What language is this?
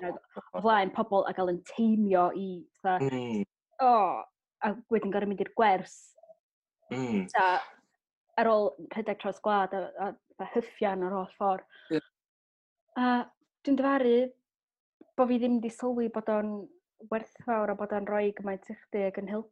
Welsh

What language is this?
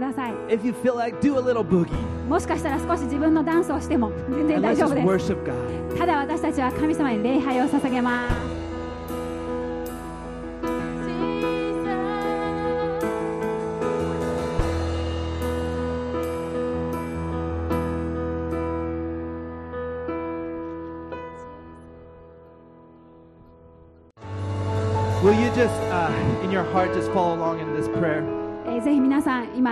Japanese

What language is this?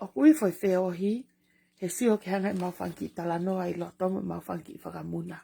Tongan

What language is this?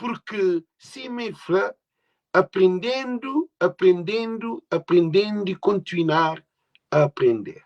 Kabuverdianu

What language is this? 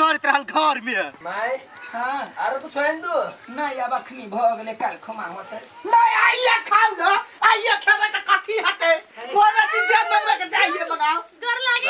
Maithili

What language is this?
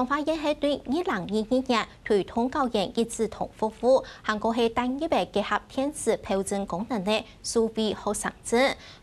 Hakka Chinese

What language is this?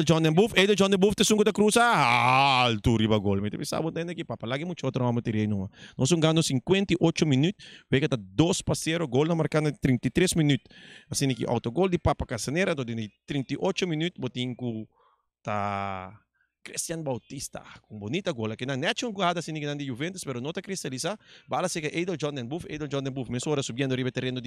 Papiamento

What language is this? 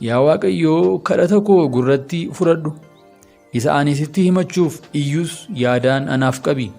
Oromo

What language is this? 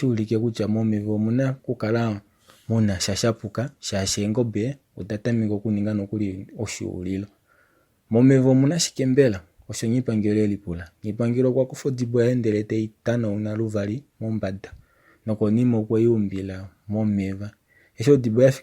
Kuanyama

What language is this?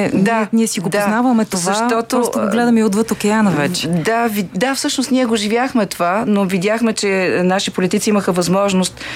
Bulgarian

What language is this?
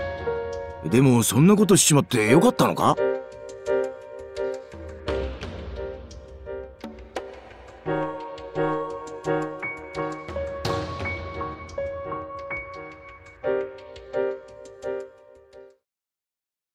Japanese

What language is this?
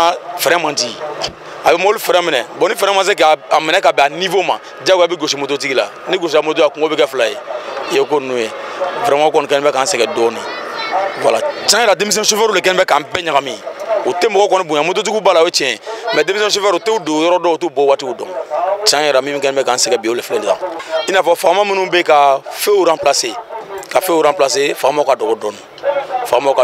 Bambara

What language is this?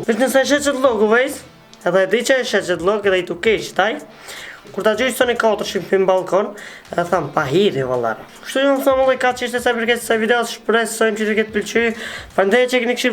Albanian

